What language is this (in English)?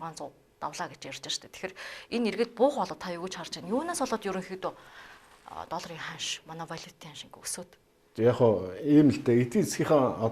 Mongolian